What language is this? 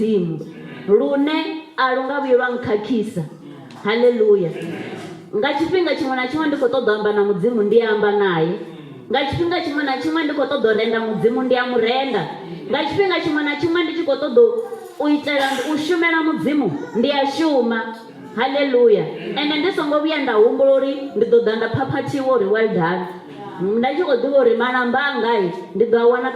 Venda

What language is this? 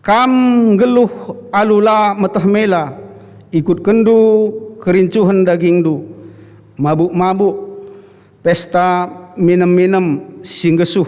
Batak Karo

